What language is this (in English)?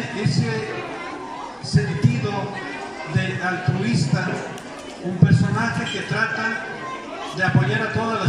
Spanish